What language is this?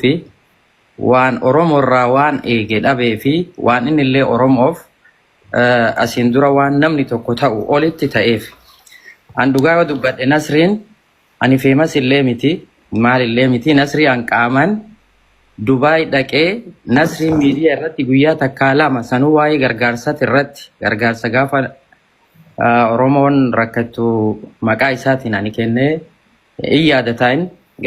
Oromo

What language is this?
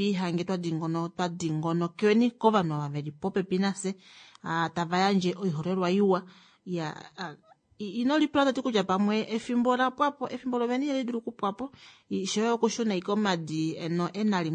Kuanyama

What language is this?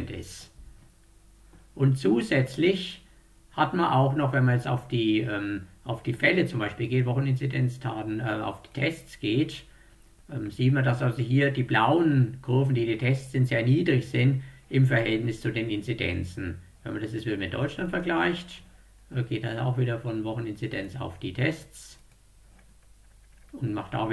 German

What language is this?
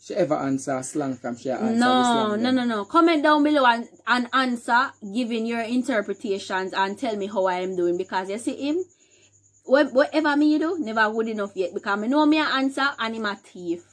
Jamaican Creole English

